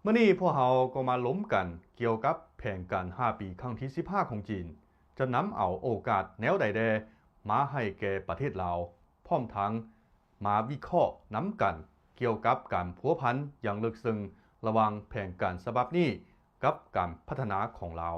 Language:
Lao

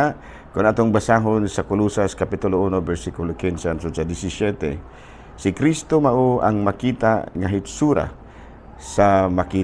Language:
Cebuano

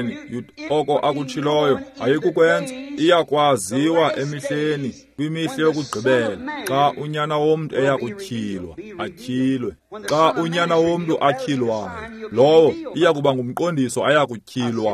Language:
Xhosa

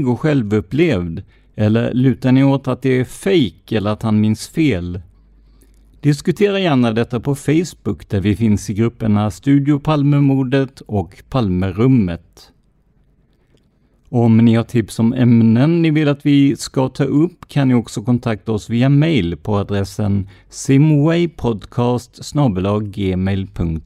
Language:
Swedish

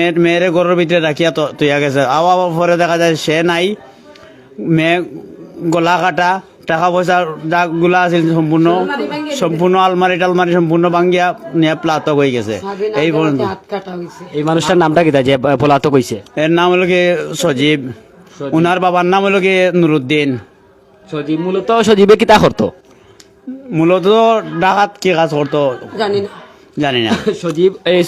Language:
Sylheti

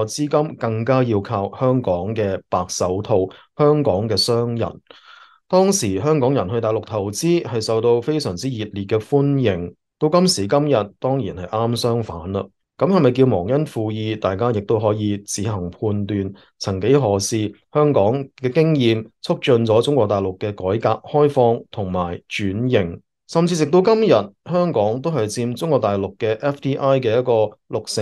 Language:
Cantonese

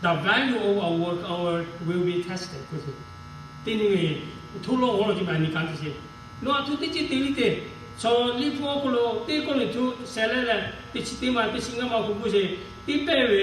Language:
Lahu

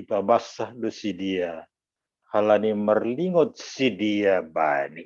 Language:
Batak Simalungun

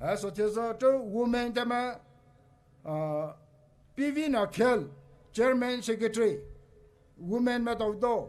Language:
Poumei Naga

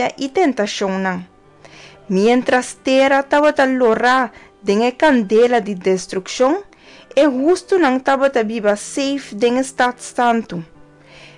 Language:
Papiamento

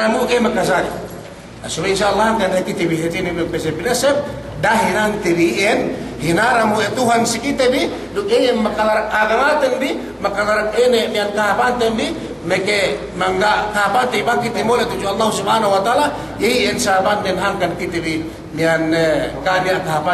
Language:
Yakan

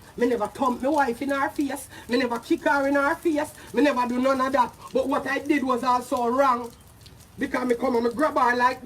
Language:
Jamaican Creole English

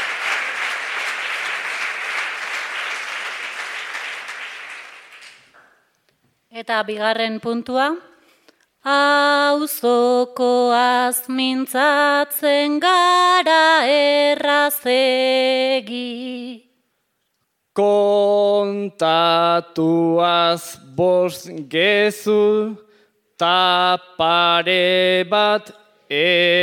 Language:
Basque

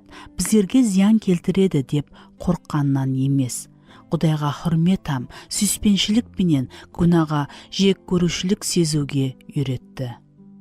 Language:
Kara-Kalpak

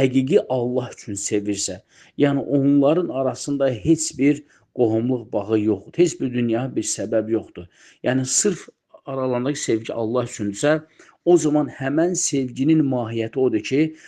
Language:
Azerbaijani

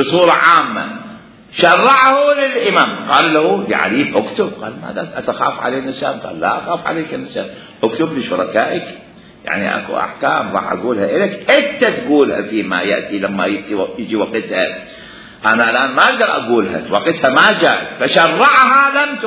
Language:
Mesopotamian Arabic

